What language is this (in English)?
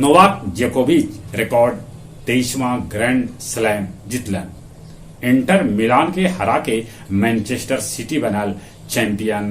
Magahi